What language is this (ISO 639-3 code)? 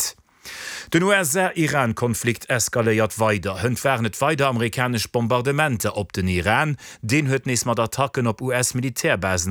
ltz